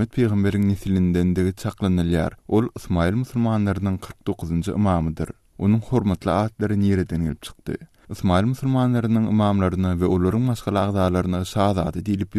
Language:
Turkmen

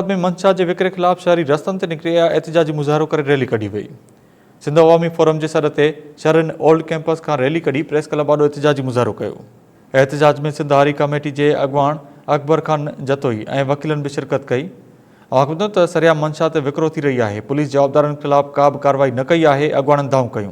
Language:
Sindhi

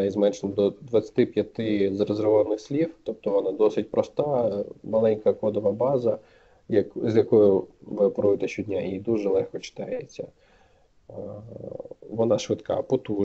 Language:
Ukrainian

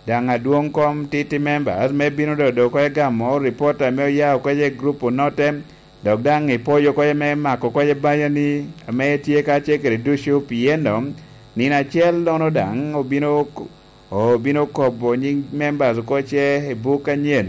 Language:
Lango (Uganda)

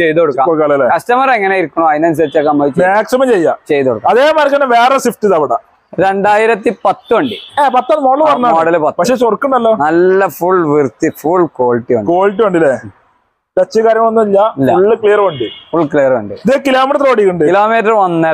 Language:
Malayalam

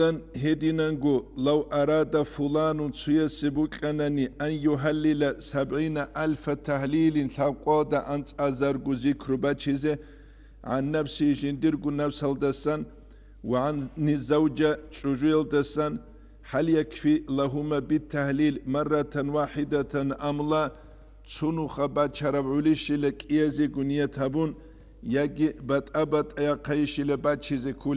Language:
Avaric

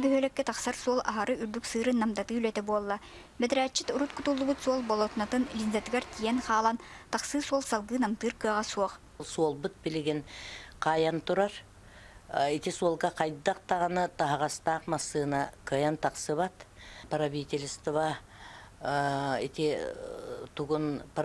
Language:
Yakut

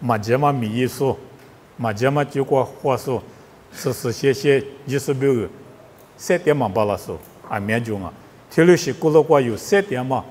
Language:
Lisu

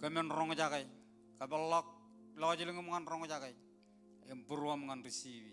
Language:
Marshallese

